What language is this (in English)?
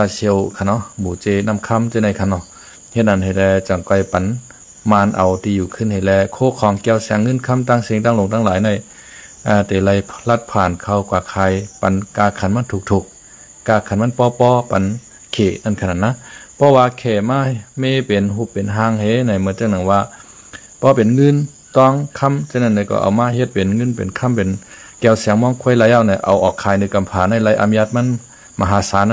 Shan